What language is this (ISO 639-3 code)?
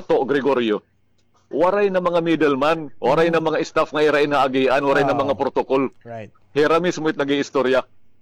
war